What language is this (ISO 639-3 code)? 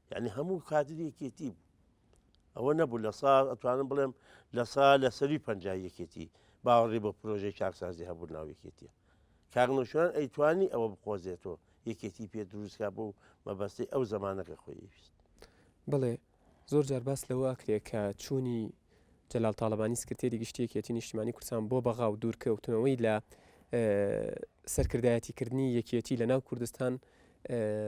ckb